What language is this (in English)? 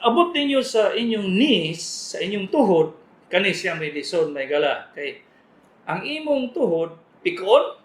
Cebuano